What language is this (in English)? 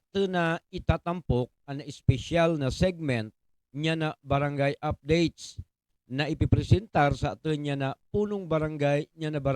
Buhi'non Bikol